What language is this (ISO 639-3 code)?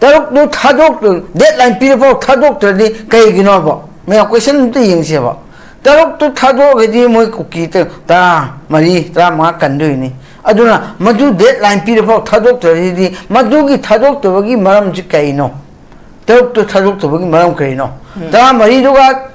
mni